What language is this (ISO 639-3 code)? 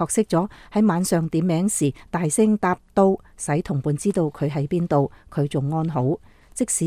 yue